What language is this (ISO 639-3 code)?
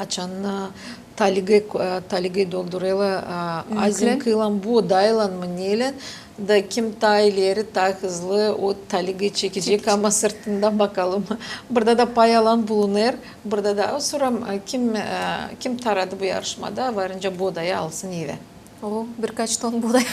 gag